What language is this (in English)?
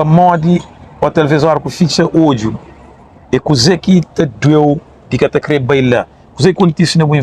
Kabuverdianu